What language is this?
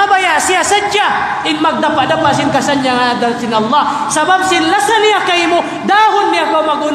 Tausug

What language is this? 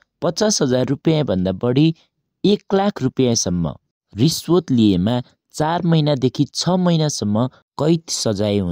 Nepali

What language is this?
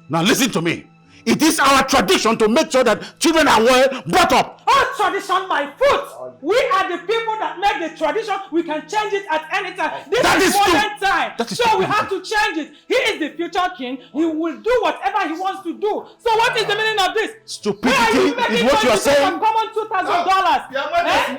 Nigerian Pidgin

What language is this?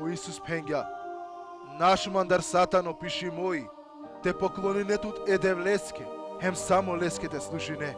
Balkan Romani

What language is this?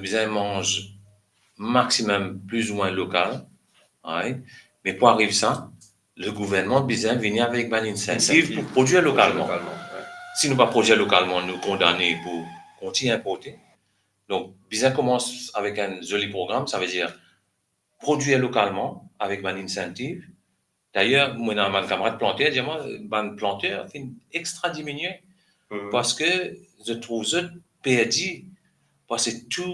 Morisyen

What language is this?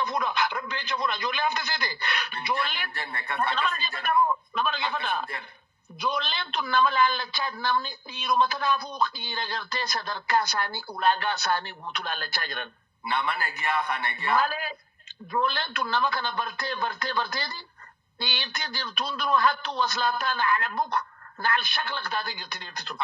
Oromo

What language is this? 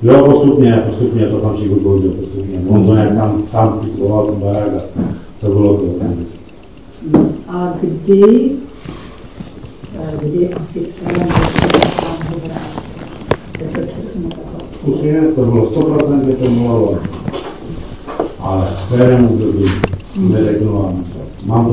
Czech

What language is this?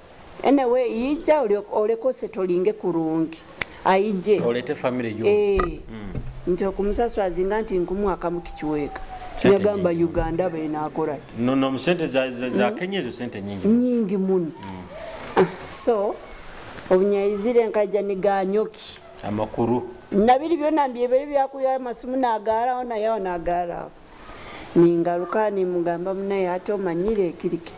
Nyoro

